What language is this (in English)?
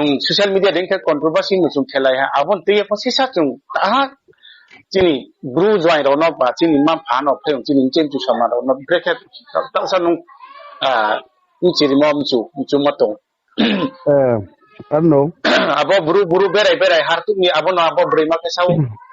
Riang (India)